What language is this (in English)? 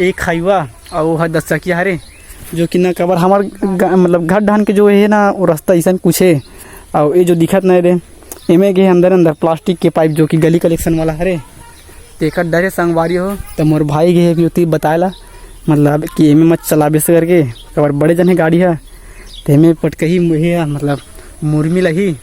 Chhattisgarhi